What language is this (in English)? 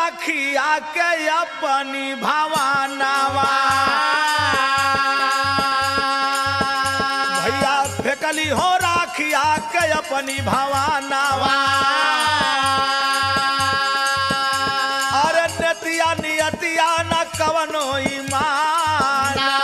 Bhojpuri